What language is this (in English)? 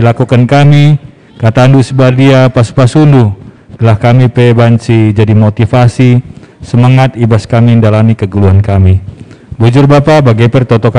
Batak Karo